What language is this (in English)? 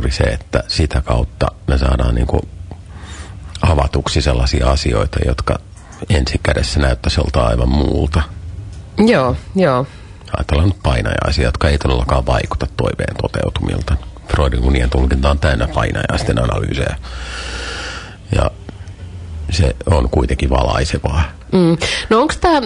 Finnish